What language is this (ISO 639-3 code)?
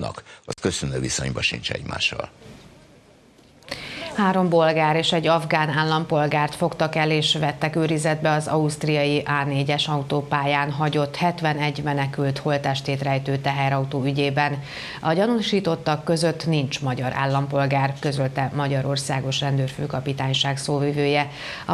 hun